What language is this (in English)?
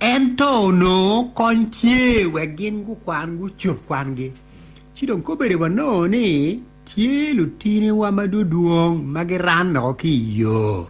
Acoli